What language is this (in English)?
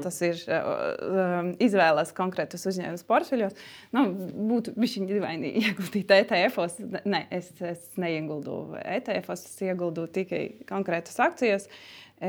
Latvian